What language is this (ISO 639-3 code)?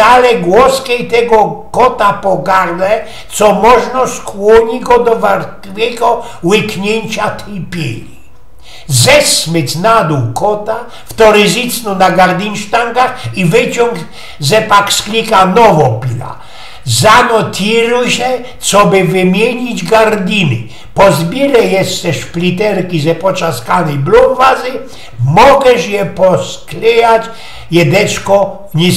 szl